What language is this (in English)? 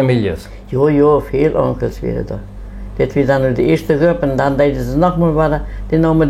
Plautdietsch